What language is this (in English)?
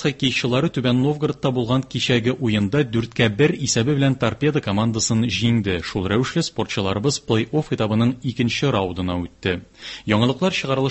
Tatar